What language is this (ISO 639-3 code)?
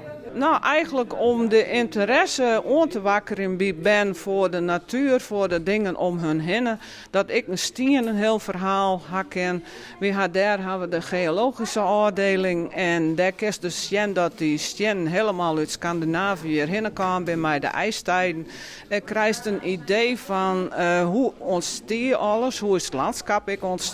fry